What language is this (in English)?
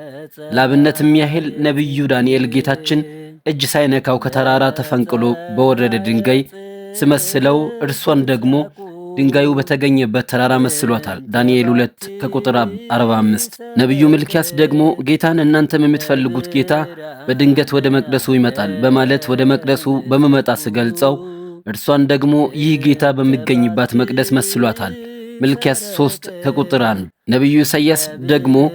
Amharic